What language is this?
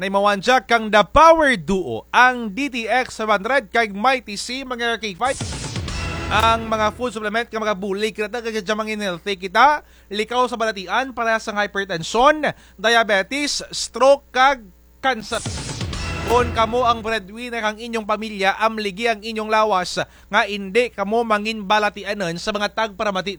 Kinaray-a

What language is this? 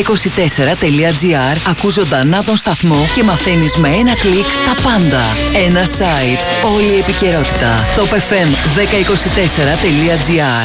Greek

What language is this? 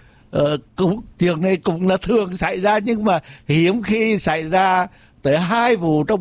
Vietnamese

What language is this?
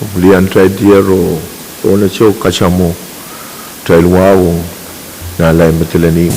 Pohnpeian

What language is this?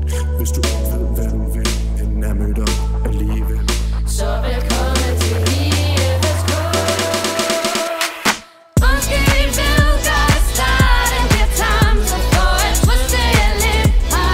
Danish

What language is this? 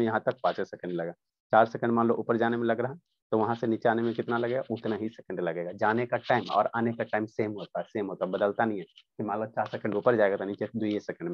Hindi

